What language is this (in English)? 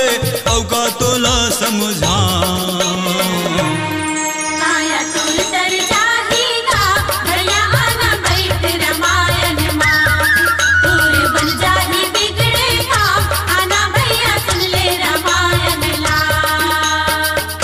Chhattisgarhi